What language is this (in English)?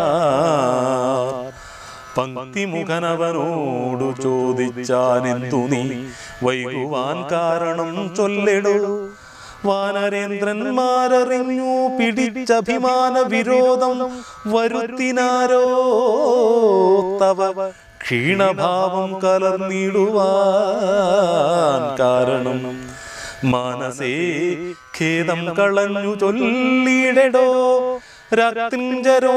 Malayalam